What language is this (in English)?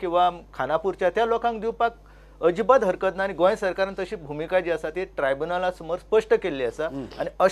Konkani